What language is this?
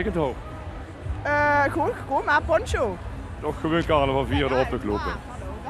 Limburgish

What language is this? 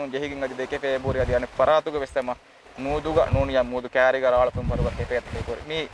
Divehi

